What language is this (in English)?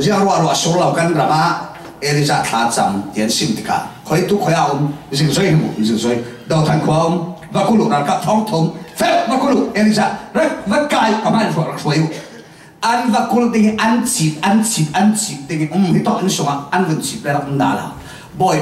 Falam Chin